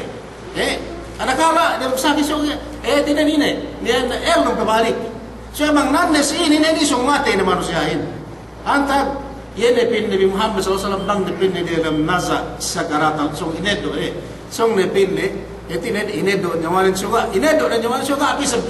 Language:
Yakan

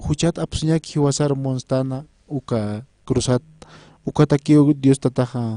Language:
Aymara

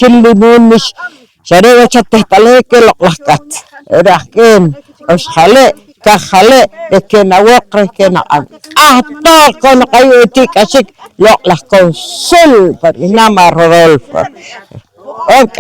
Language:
Poqomchi'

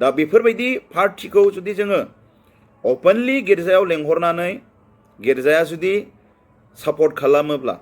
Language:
Bodo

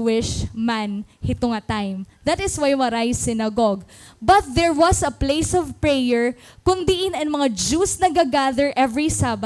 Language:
Waray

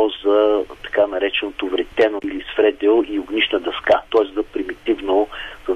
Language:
Bulgarian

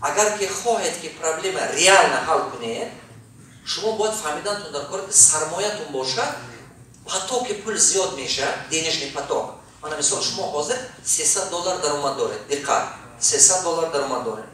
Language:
Tajik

